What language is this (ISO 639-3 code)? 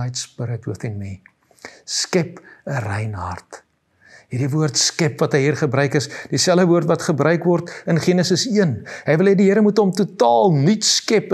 afr